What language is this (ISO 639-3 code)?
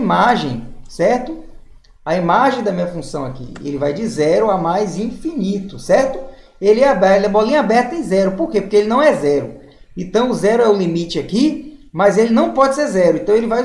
por